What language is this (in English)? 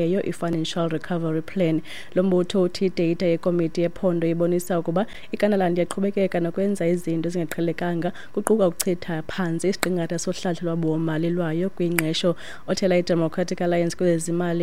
Xhosa